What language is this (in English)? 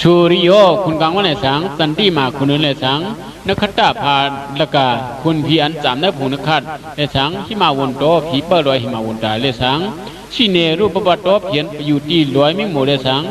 Shan